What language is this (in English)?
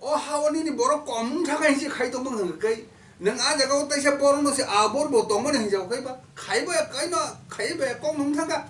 Kok Borok